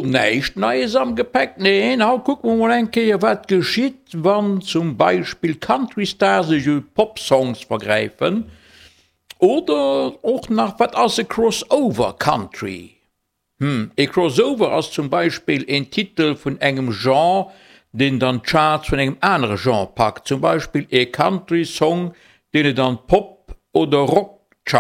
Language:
Luxembourgish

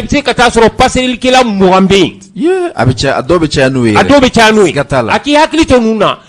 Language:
Bambara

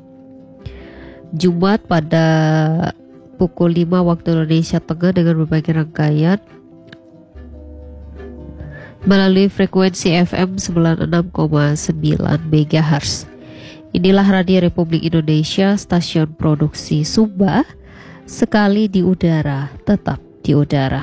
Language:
Indonesian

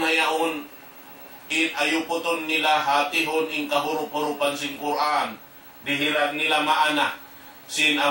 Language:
Tausug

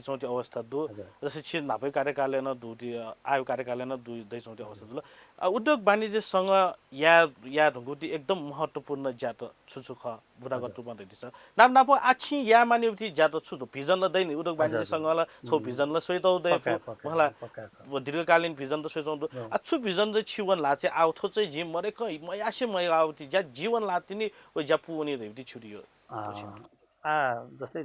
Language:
Newari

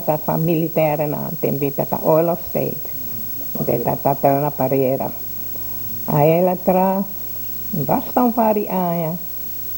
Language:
Papiamento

